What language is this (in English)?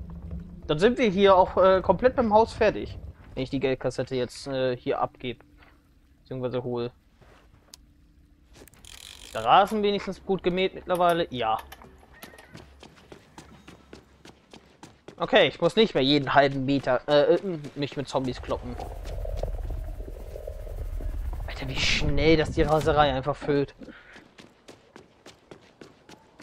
German